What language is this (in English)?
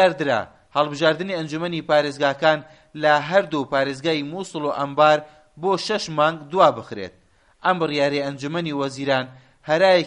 Central Kurdish